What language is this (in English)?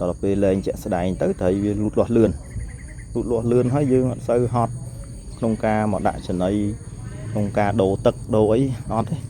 Khmer